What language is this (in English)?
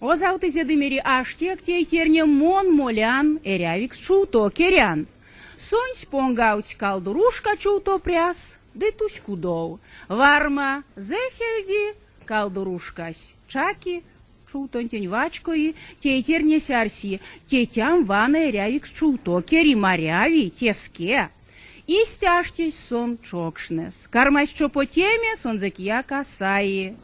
Erzya